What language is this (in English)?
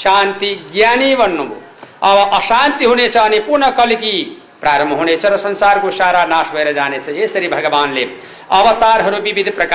Nepali